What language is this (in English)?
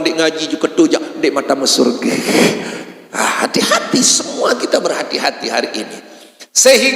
Sasak